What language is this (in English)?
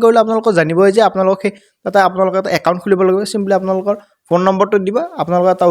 Assamese